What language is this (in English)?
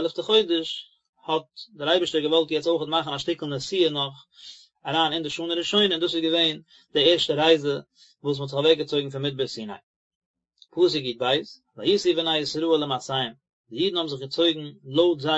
Yiddish